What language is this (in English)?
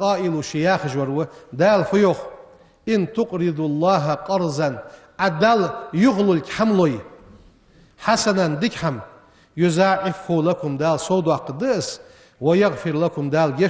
Ingush